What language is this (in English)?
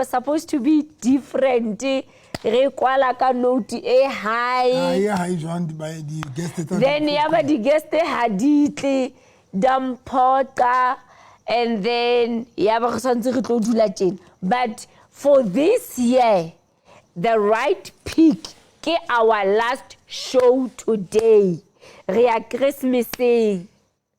Southern Sotho